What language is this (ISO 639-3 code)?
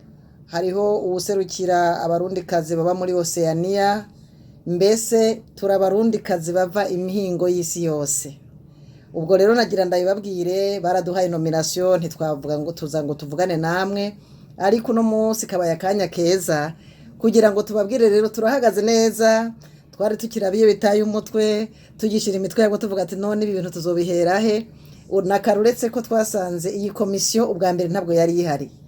run